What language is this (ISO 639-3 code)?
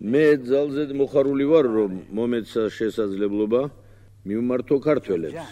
kat